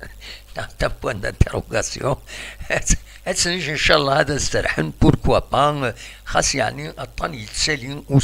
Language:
Kabyle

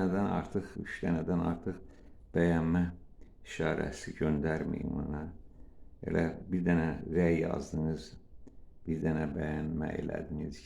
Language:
Azerbaijani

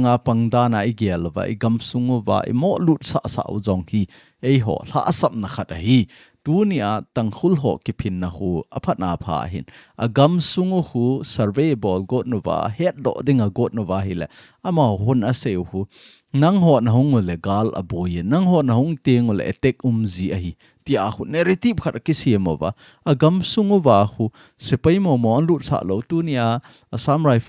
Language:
Thado Chin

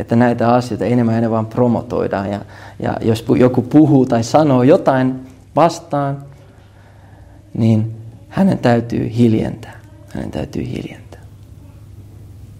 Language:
Finnish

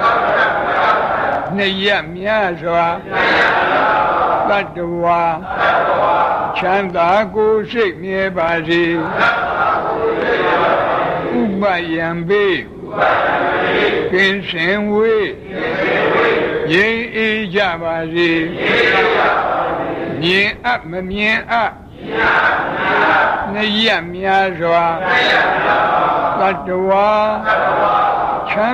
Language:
Burmese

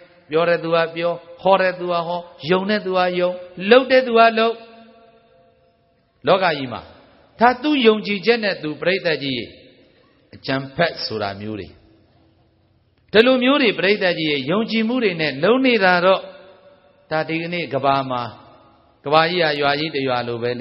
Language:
Burmese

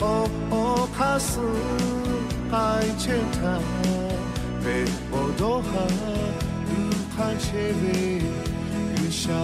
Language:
Lahu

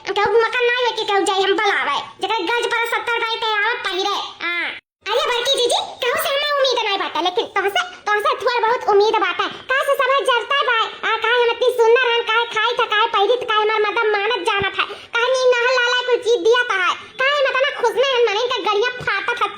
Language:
Awadhi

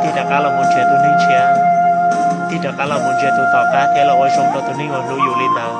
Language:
Hmong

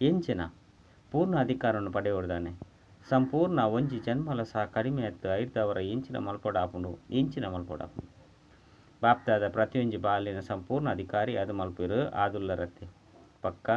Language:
Tulu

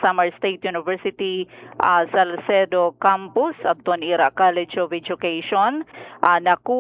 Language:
Waray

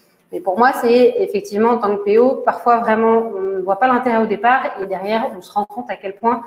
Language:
French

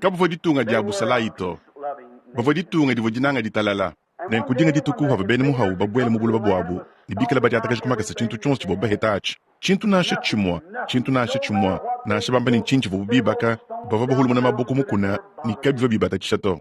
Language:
Luba-Lulua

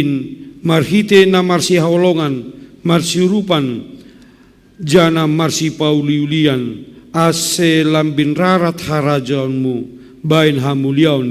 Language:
Batak Simalungun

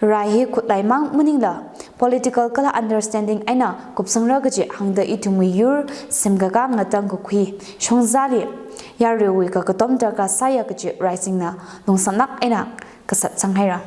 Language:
Tangkhul Naga (India)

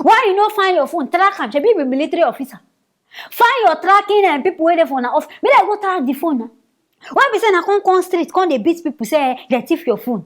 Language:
Nigerian Pidgin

